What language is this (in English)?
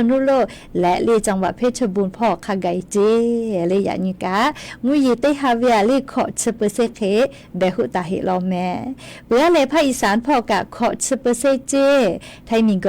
Lahu